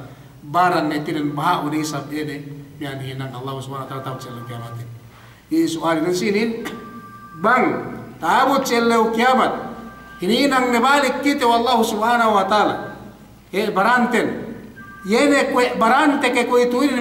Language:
Yakan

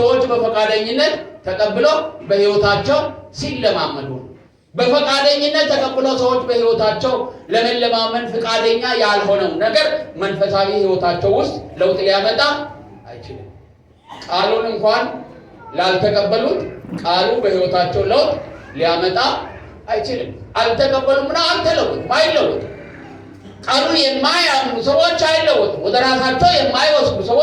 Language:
Amharic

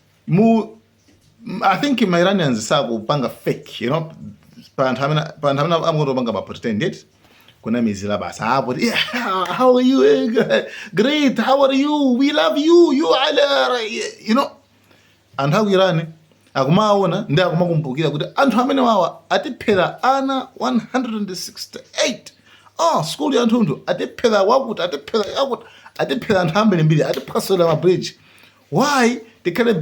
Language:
Nyanja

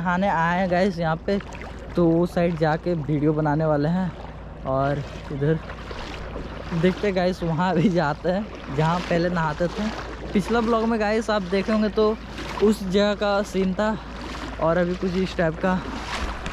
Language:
Hindi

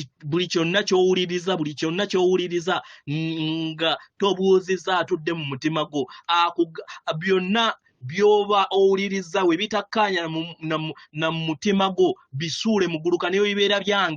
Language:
Ganda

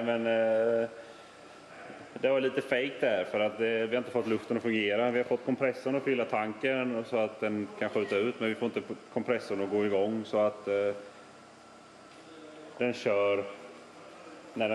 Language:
Swedish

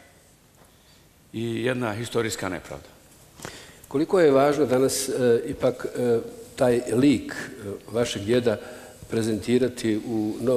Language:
Bosnian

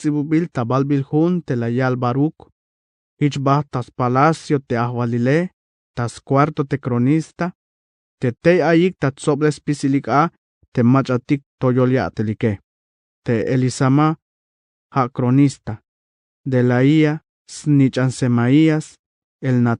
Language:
Tzeltal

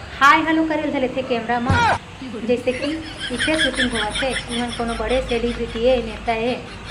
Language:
Chhattisgarhi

